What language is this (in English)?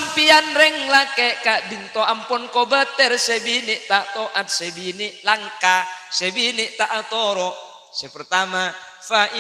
Madurese